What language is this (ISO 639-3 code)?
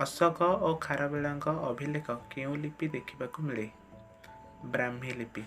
ori